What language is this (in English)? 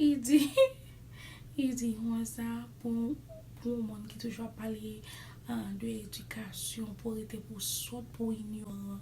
Haitian Creole